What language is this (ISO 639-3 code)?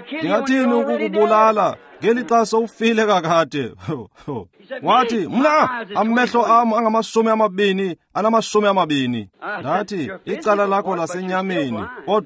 xho